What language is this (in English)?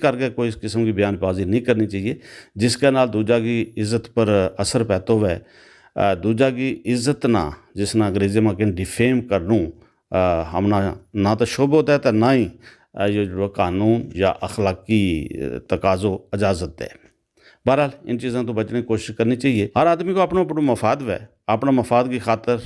Gujari